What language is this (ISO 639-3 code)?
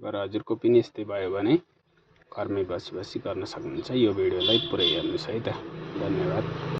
nep